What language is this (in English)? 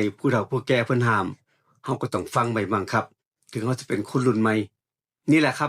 Northeastern Thai